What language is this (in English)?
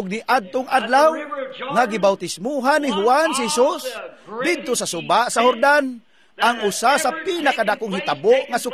Cebuano